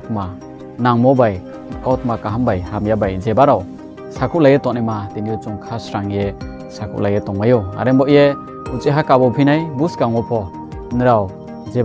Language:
Riang (India)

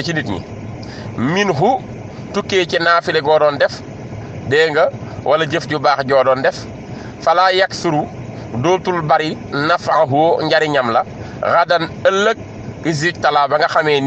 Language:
Wolof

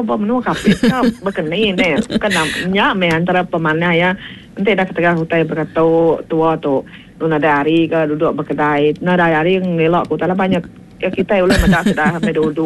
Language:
Iban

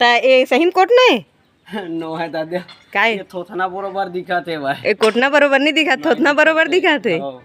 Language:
Chhattisgarhi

